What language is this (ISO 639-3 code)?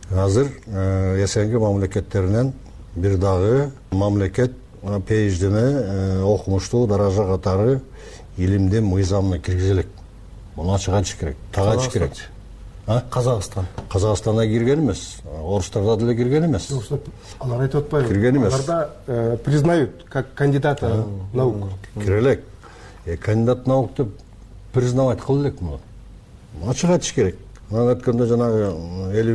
kir